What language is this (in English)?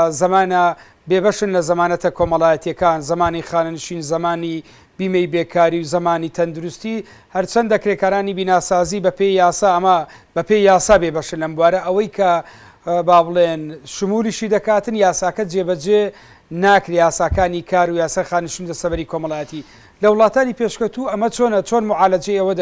Central Kurdish